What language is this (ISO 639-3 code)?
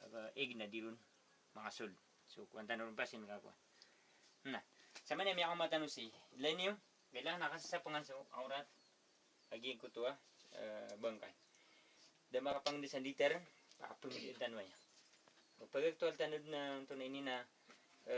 mrw